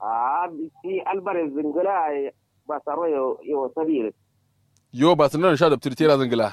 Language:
Kanuri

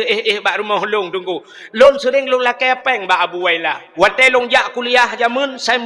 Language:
Achinese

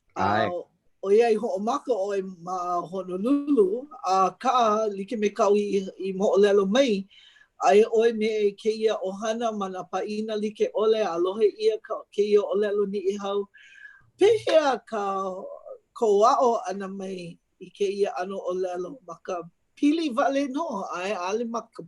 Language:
Hawaiian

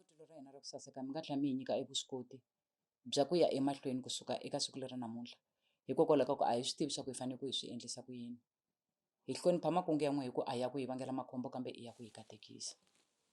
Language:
Tsonga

